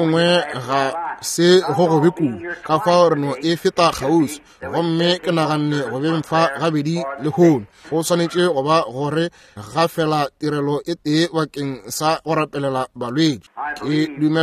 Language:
Northern Sotho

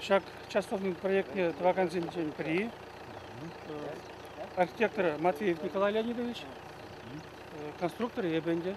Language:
Chuvash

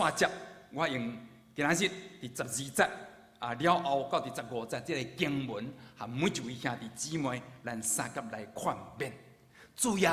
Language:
Min Nan Chinese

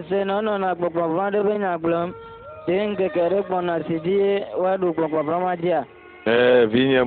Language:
Ewe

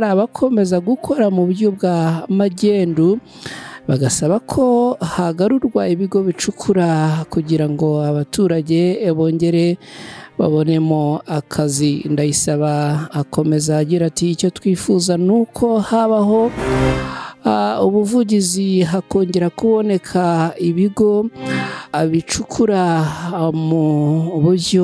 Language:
Kinyarwanda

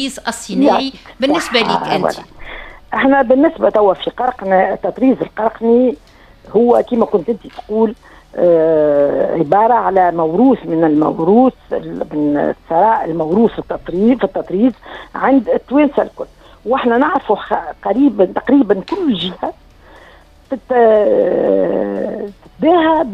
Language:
Tunisian Arabic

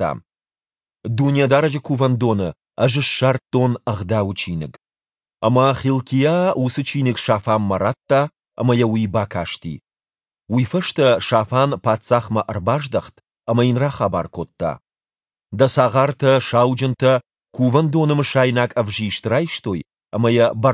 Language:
Ossetic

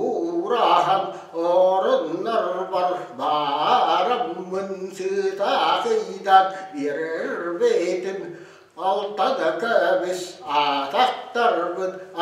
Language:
Yakut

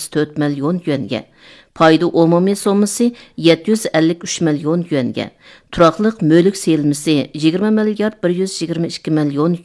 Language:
Uyghur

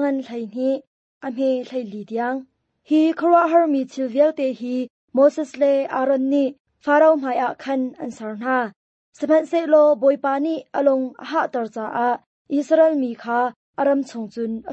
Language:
Hakha Chin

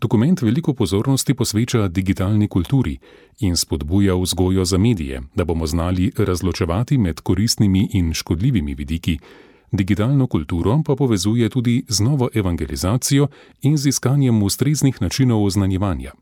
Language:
Slovenian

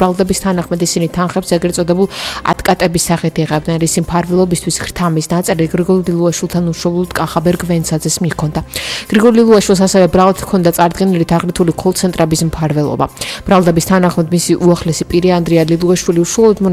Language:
Georgian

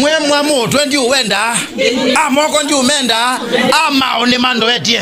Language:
Kamba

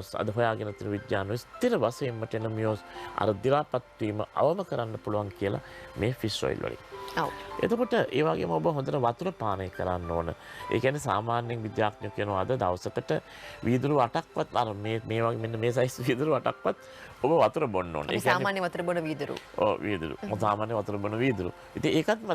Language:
Sinhala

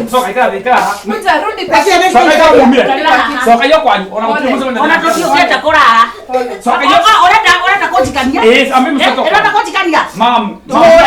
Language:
Kikuyu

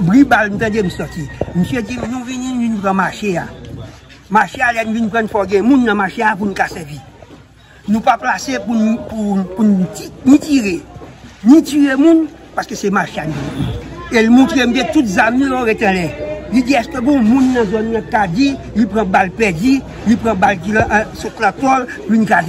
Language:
Haitian Creole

